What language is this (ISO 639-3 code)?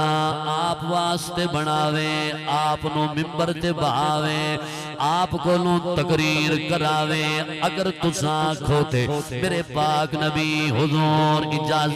skr